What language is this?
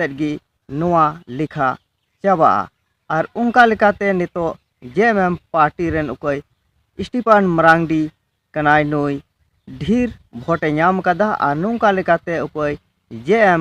Santali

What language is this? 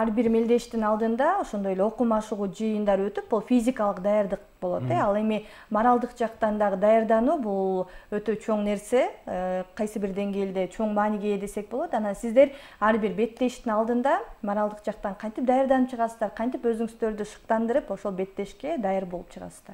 Kyrgyz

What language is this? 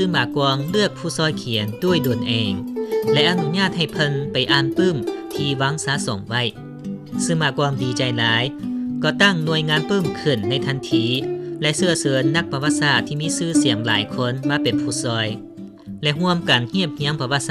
Lao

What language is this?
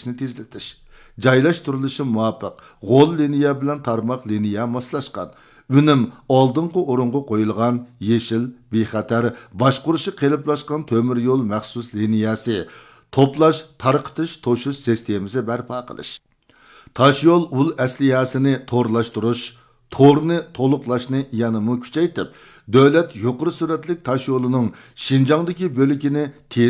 Uyghur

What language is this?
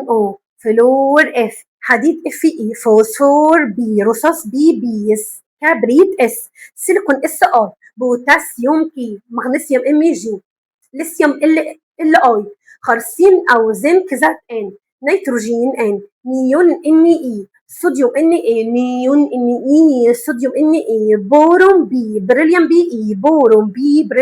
Egyptian Arabic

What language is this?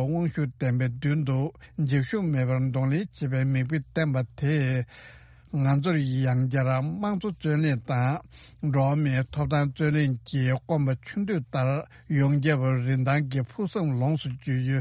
Tibetan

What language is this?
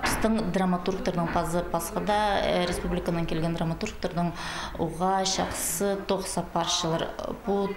Khakas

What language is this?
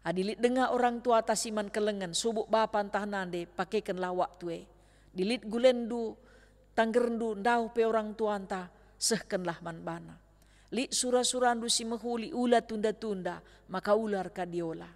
Batak Karo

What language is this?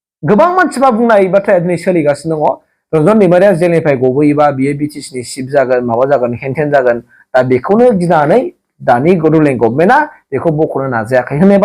Bodo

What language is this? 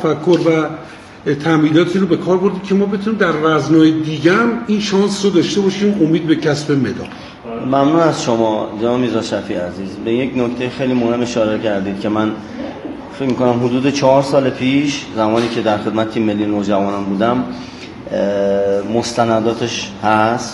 Persian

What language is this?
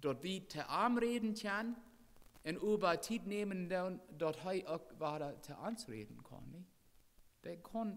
Plautdietsch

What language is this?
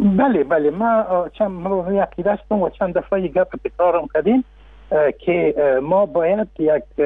Persian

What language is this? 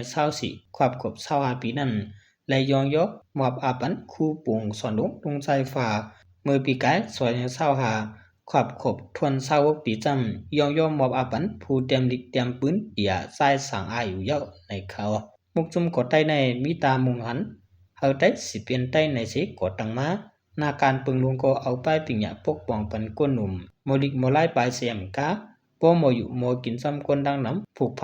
Shan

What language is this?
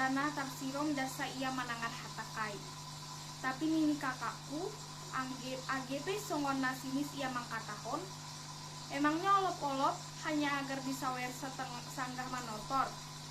Batak Simalungun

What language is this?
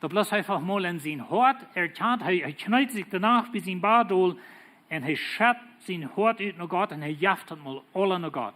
Plautdietsch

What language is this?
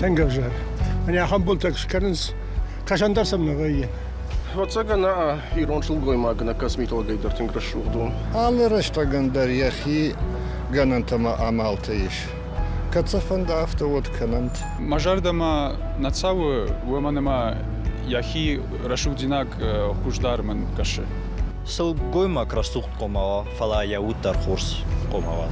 Ossetic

